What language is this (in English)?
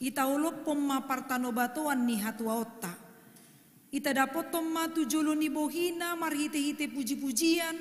Batak Toba